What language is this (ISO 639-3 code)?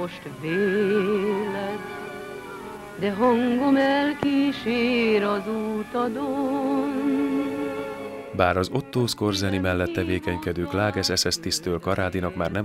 hun